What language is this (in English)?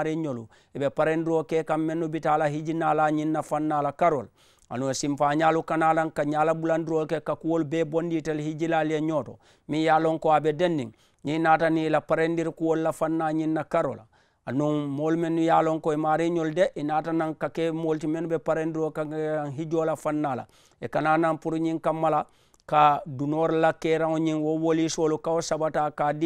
Mandingo